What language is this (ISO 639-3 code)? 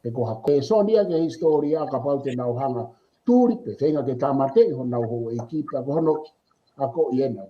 ton